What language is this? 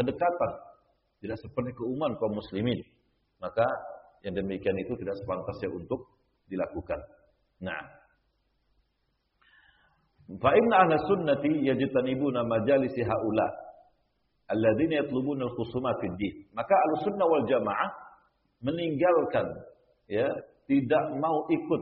Indonesian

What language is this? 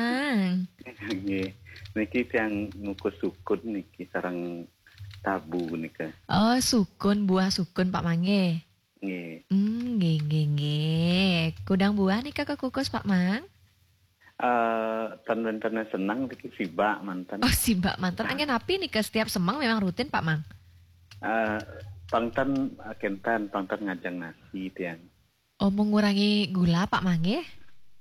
Balinese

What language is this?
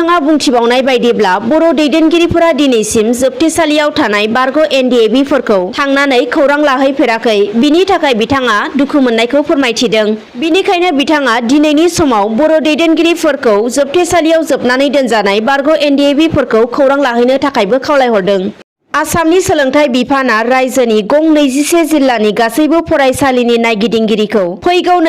Bodo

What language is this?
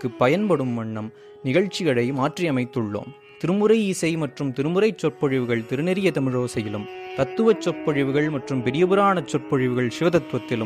Tamil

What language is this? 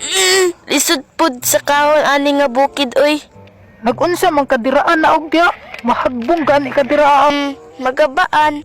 Cebuano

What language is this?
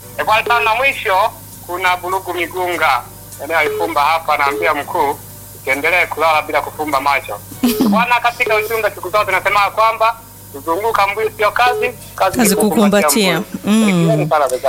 Swahili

